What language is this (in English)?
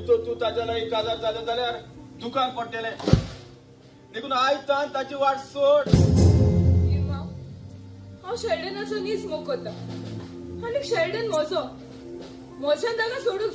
Konkani